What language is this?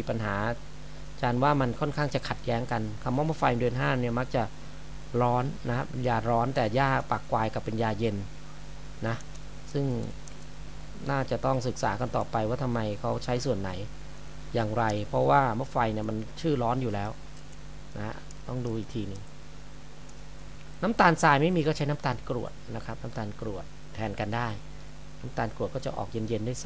Thai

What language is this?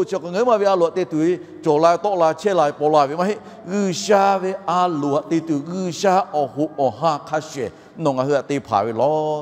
Lahu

